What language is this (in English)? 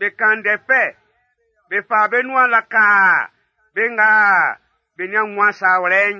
Baoulé